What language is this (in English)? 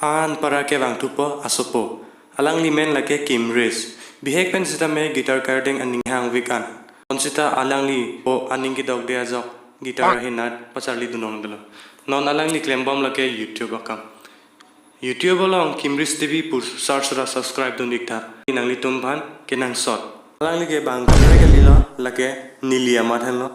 Karbi